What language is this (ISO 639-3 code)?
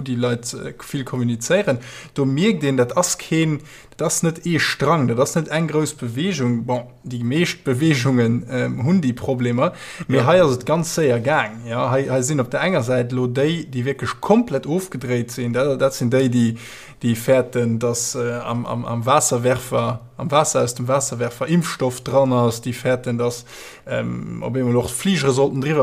ltz